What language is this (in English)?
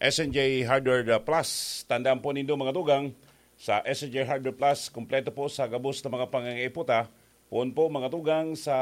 Bikol